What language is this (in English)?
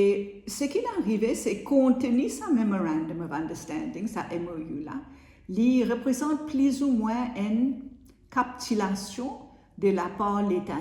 Morisyen